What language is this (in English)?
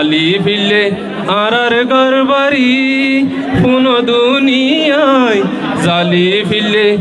Rohingya